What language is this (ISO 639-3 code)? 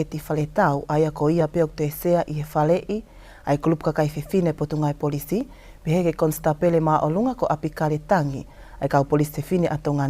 ton